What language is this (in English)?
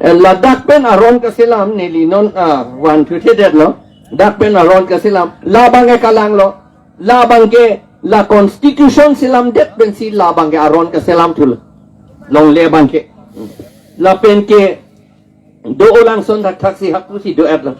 Karbi